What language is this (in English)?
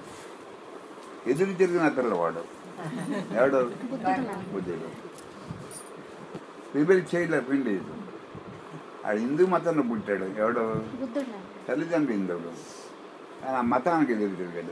Telugu